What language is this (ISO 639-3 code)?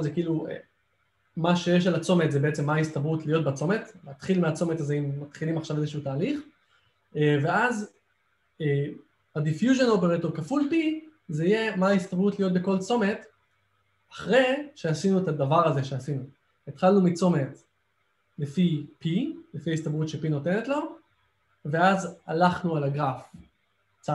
heb